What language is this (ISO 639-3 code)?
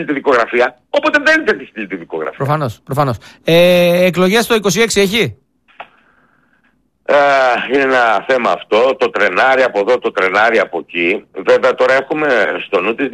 ell